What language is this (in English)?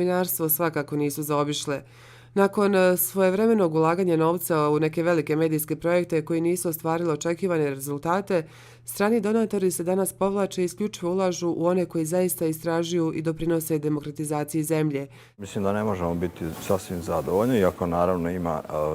Bosnian